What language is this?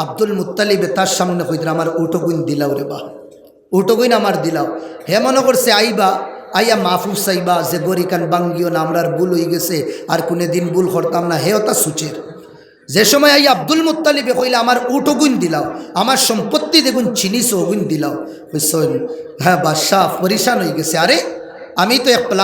Sylheti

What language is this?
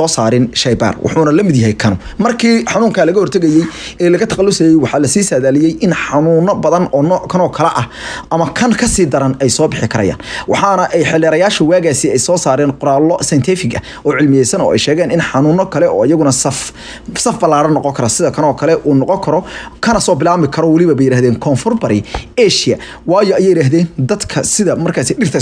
Somali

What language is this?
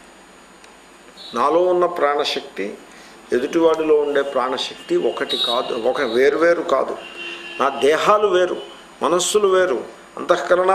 Telugu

